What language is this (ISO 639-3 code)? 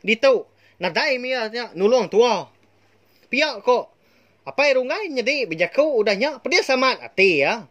iba